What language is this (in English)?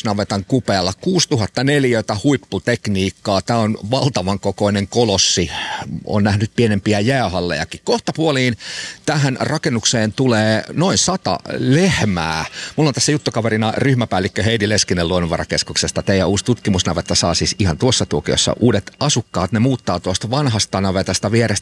Finnish